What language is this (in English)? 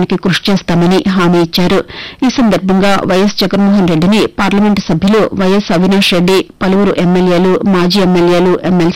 Telugu